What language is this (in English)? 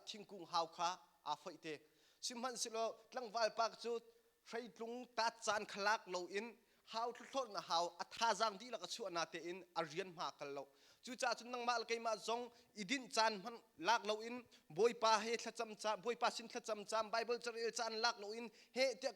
Hakha Chin